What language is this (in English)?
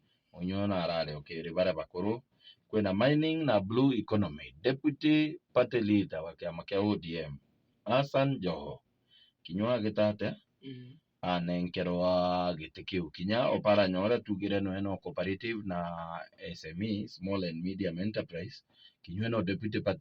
Meru